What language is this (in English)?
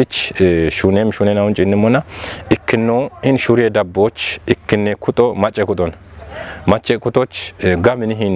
Kafa